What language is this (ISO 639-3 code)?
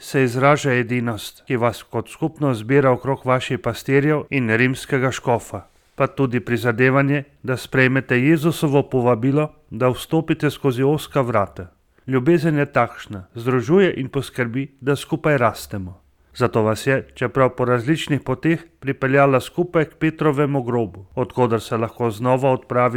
slv